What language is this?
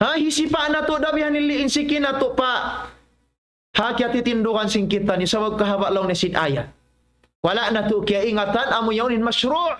Tausug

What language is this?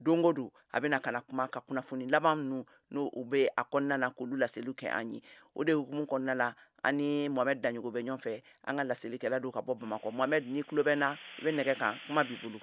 Bambara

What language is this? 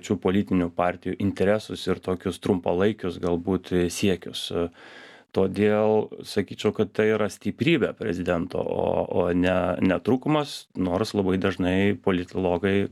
Lithuanian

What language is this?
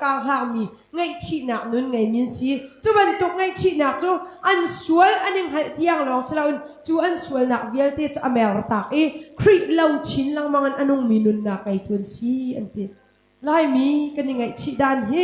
Hakha Chin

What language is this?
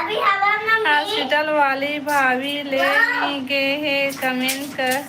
Chhattisgarhi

